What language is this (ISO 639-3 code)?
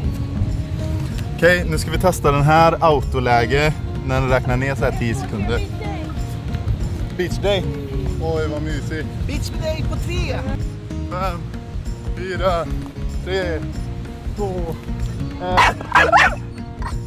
swe